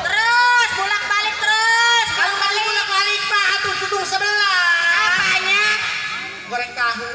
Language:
Betawi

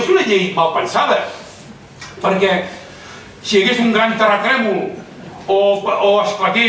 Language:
Catalan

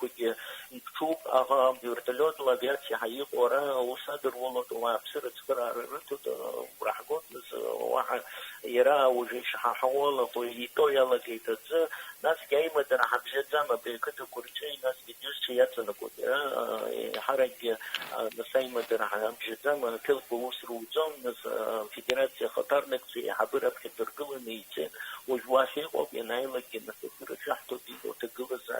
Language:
Abkhazian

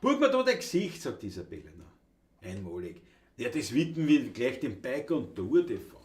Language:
Bavarian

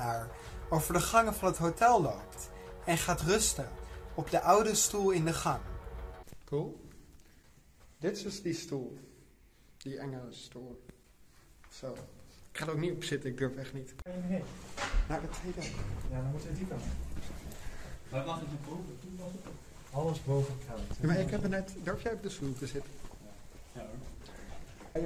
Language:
Dutch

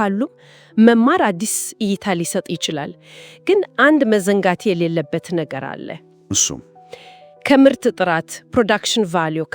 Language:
Amharic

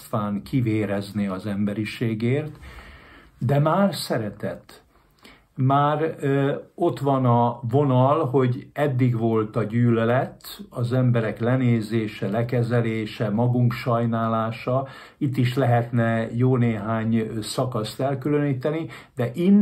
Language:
Hungarian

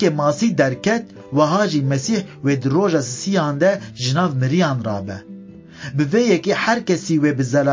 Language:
Kurdish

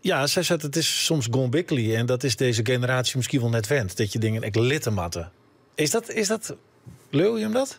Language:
Western Frisian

